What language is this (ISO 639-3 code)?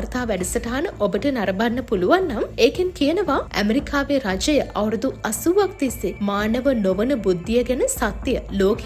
sin